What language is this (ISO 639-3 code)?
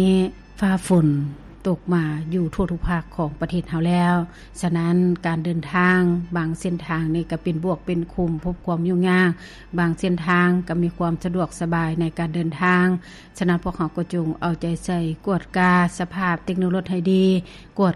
lao